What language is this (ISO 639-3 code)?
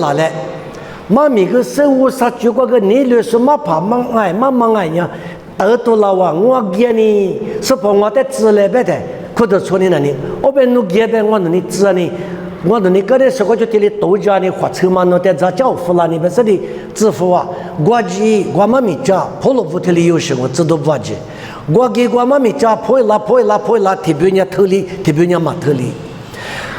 lis